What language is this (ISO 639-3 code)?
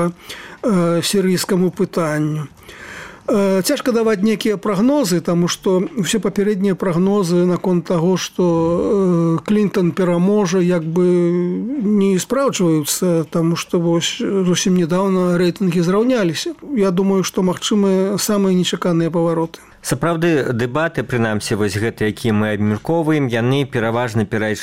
bel